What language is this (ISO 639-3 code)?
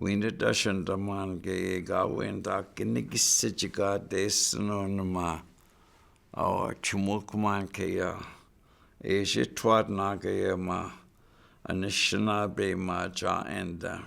ciw